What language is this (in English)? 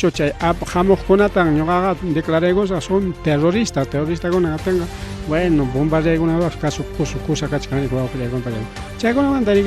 Ayacucho Quechua